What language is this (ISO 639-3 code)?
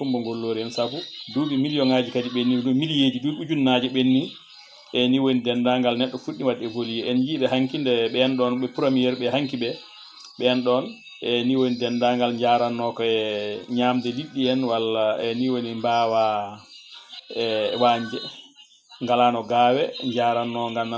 ful